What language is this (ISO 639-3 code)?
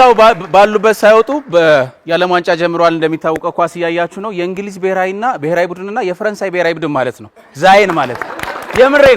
amh